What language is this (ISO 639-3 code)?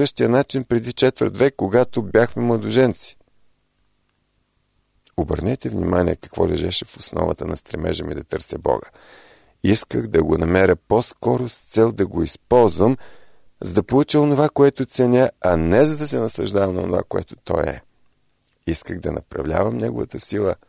bul